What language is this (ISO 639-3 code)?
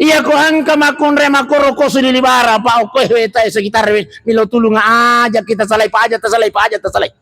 bug